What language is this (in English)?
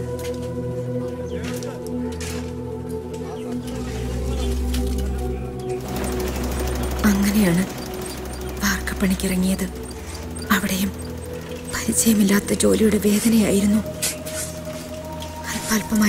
Malayalam